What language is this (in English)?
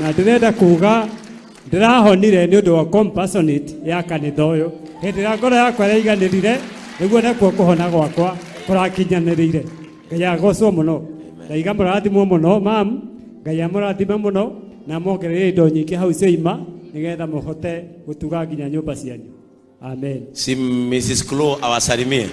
Kikuyu